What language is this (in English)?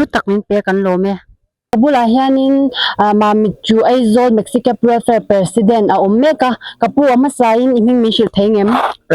Mizo